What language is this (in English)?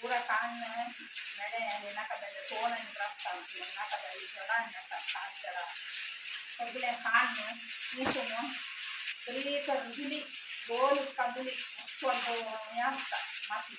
Konkani